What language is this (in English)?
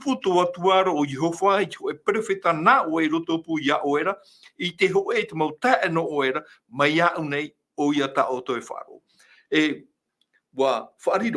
Tahitian